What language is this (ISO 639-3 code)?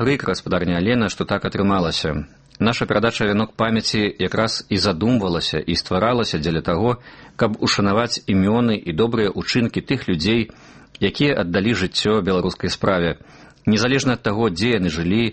bel